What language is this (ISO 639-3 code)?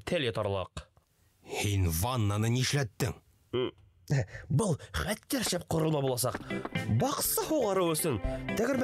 bak